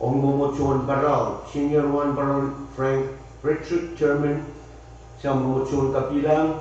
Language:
Pohnpeian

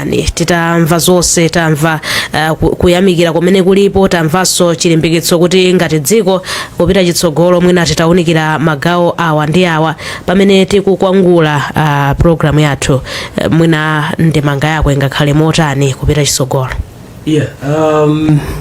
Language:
Nyanja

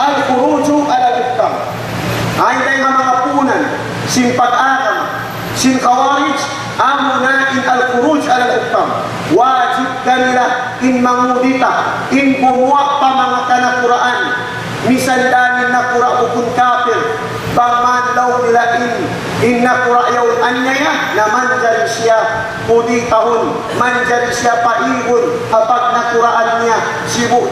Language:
Tausug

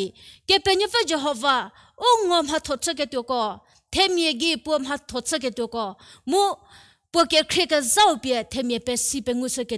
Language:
Angami Naga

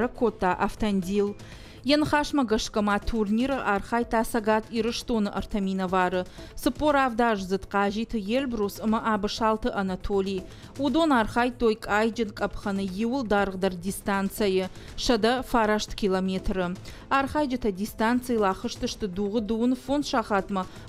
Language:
Ossetic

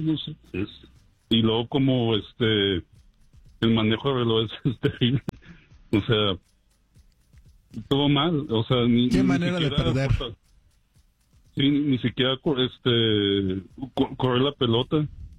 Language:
Spanish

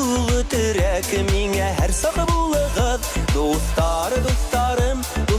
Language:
Bashkir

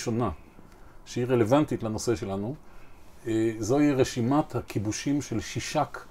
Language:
Hebrew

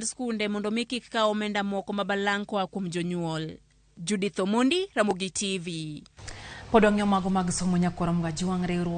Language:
Luo (Kenya and Tanzania)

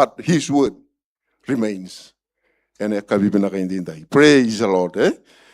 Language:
Fijian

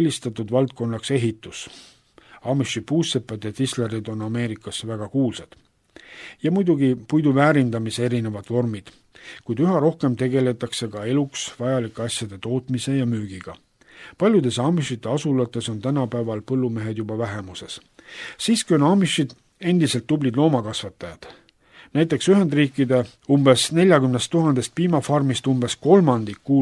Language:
Estonian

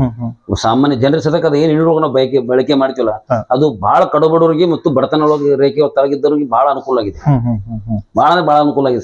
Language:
Kannada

